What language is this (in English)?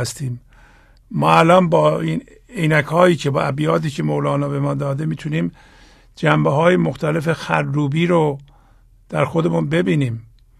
Persian